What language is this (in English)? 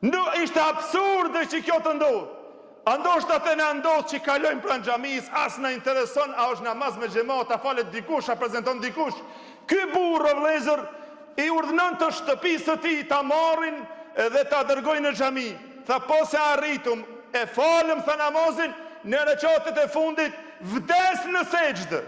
Albanian